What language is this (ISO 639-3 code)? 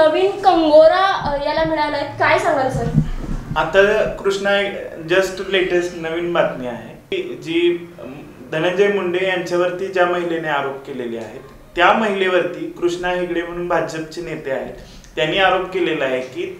mar